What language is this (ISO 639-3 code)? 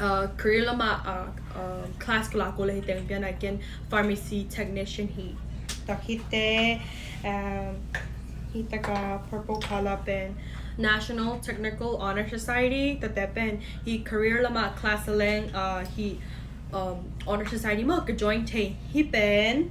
ctd